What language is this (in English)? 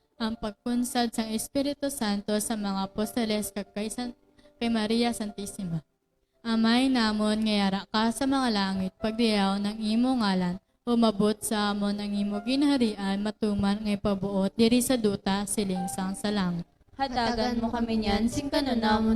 Hiligaynon